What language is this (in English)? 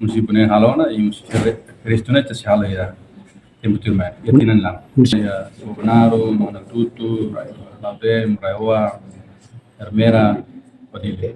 Tetum